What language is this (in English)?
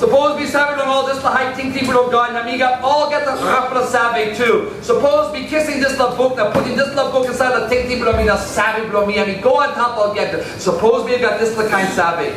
Tok Pisin